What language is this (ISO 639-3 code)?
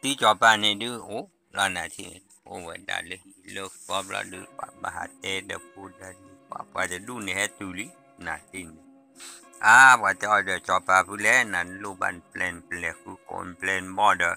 ksw